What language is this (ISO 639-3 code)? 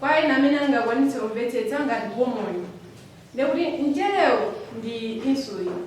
nya